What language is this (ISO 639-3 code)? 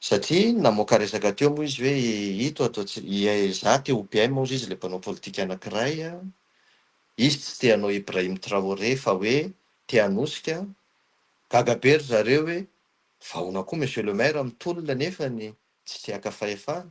mlg